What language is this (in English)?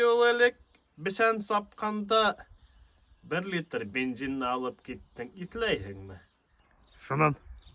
Bashkir